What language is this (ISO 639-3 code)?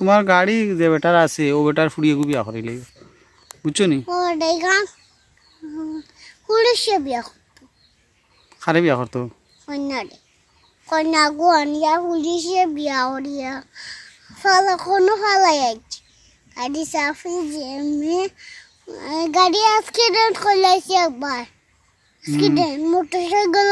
syl